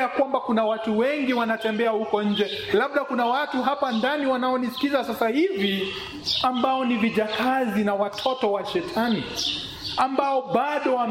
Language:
Swahili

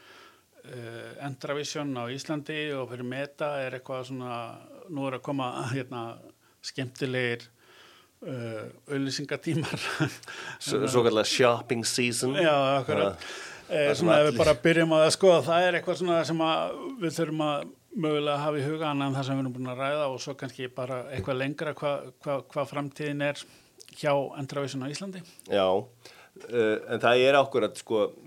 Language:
Icelandic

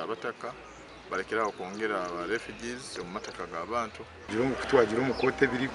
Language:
Nyankole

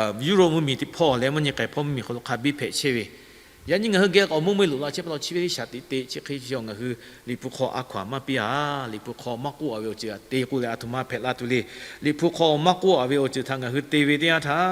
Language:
Lahu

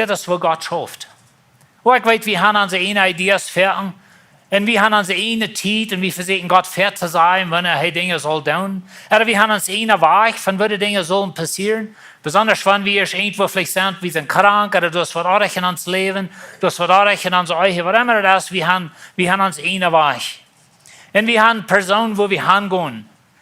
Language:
Plautdietsch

